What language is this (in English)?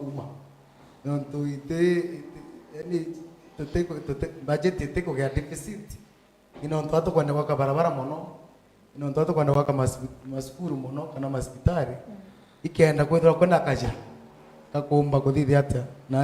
Meru